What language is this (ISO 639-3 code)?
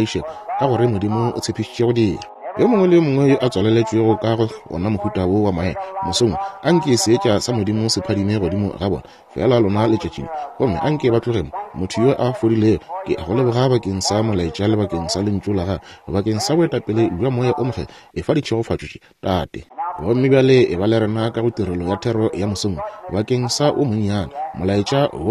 nso